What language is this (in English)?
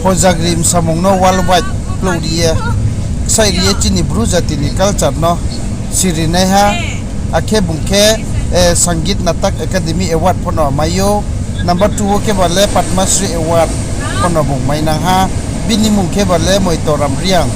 Riang (India)